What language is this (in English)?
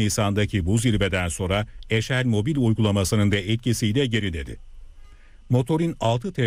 Turkish